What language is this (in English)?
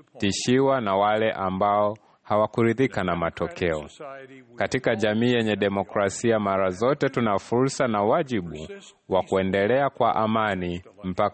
Swahili